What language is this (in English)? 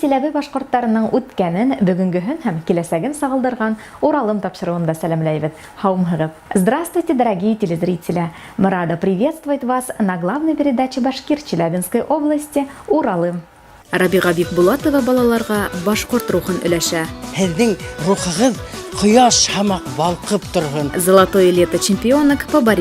Bashkir